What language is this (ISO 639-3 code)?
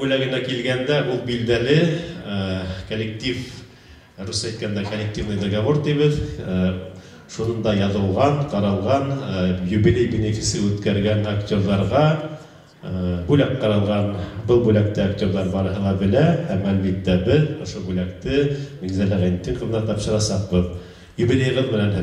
bak